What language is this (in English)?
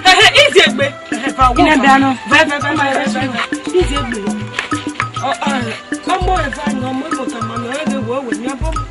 Esan